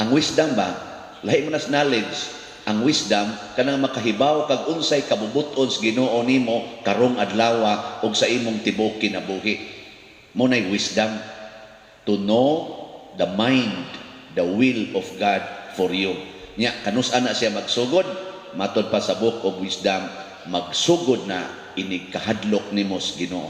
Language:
Cebuano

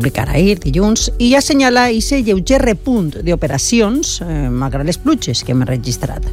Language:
Catalan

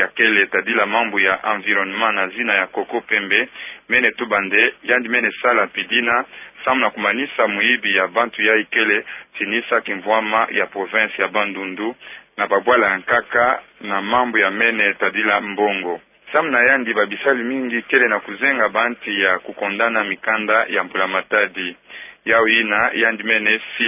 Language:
Kituba (Democratic Republic of Congo)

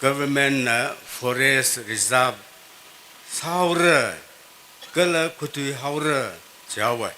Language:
Tangkhul Naga (India)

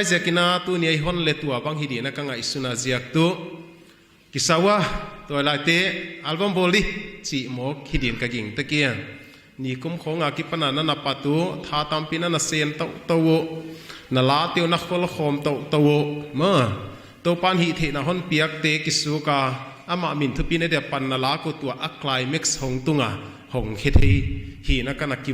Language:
Paite Chin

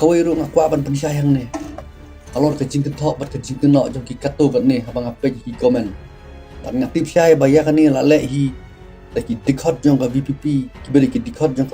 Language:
Khasi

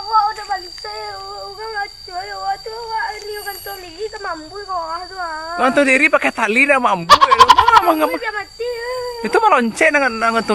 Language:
Minangkabau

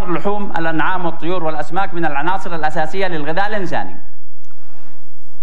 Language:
Arabic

